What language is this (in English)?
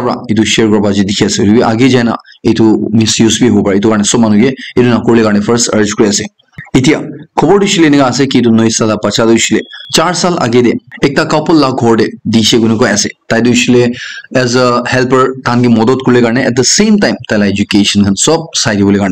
Naga Pidgin